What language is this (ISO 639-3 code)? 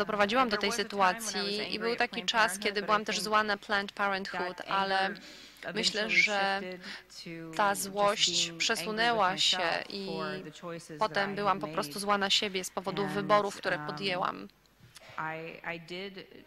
pol